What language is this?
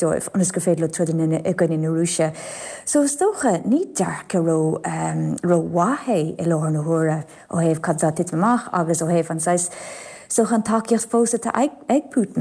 Irish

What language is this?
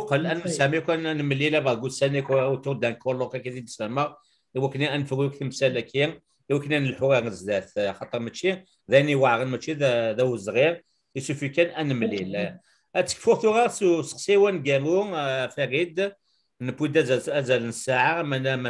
Kabyle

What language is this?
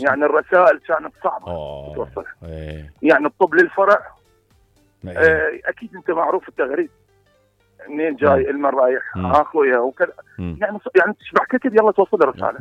Mesopotamian Arabic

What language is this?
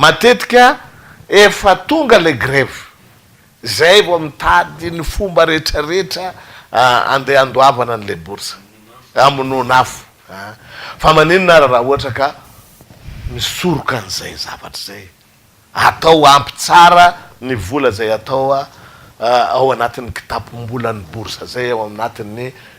Malagasy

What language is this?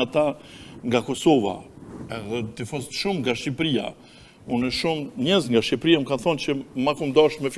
Albanian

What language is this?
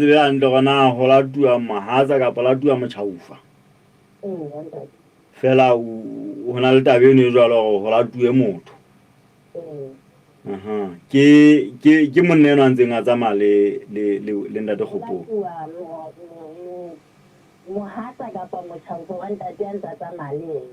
Southern Sotho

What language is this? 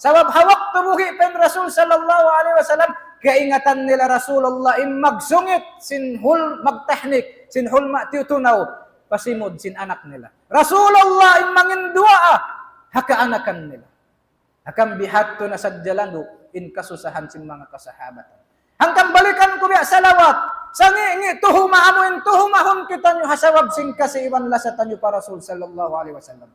Tausug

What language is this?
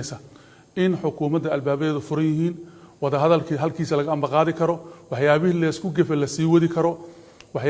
Somali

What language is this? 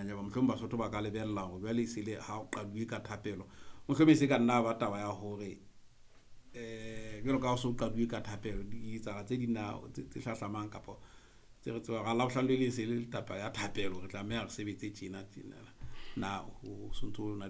Southern Sotho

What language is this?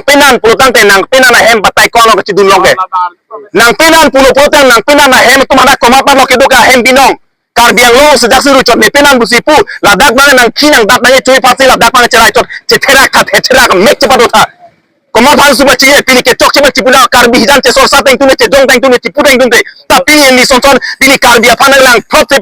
Karbi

